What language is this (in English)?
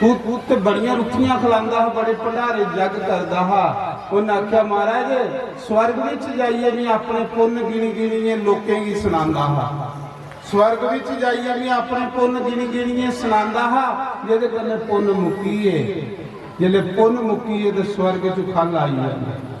Dogri